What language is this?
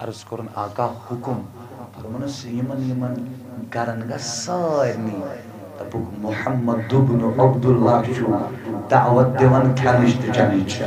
Kashmiri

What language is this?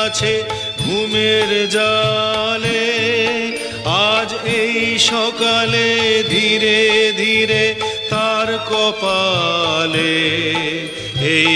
Bangla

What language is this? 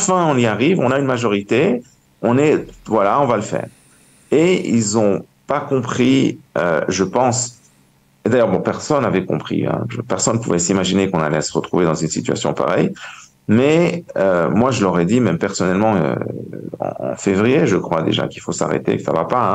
French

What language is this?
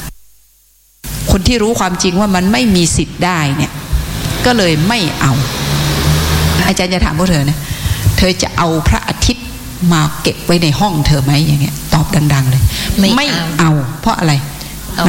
Thai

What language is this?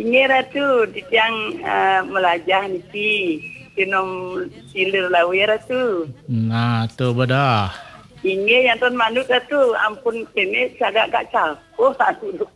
Balinese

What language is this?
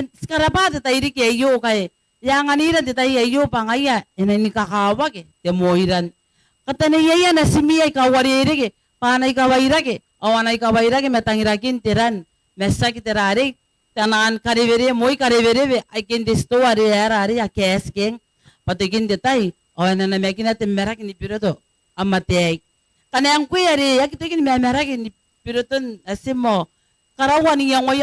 Gilbertese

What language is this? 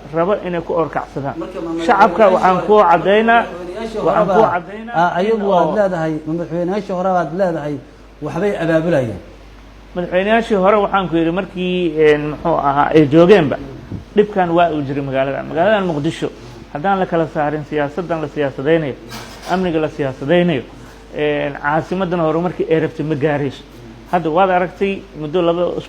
Somali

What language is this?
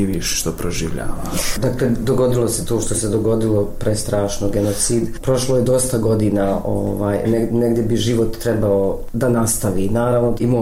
Bosnian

